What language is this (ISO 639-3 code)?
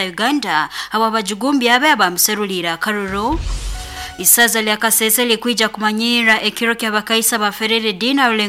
nyo